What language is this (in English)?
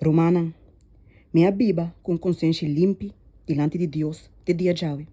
Papiamento